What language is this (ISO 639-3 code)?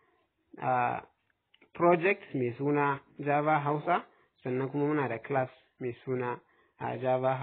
hau